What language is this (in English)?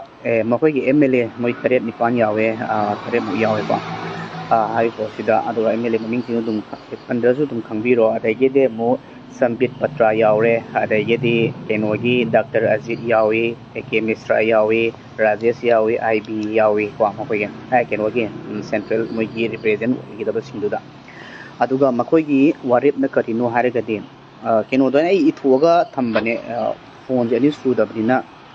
Manipuri